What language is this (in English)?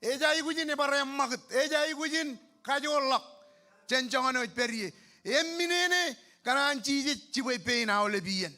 Marshallese